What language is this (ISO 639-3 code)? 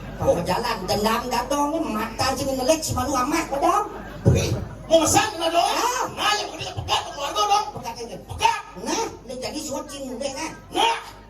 ban